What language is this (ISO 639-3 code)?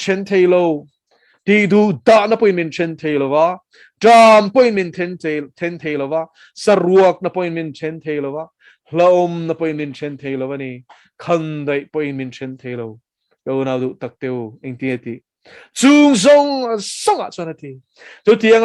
lus